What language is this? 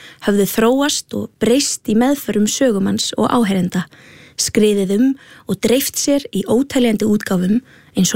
Icelandic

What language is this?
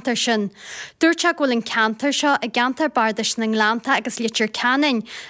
Irish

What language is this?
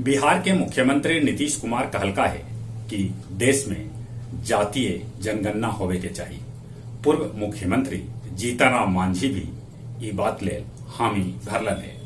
Magahi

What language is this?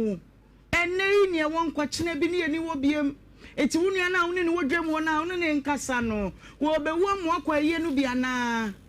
Akan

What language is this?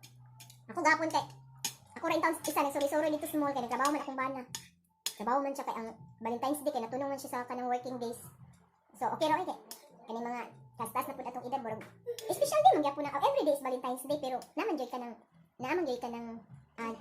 Cebuano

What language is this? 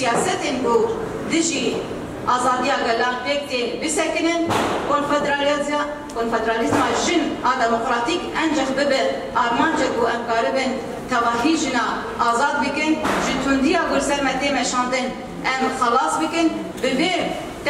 Kurdish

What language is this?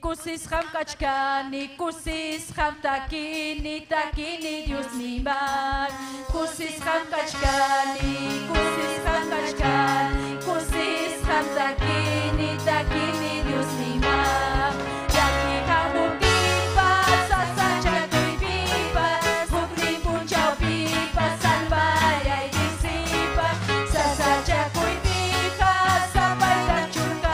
Ayacucho Quechua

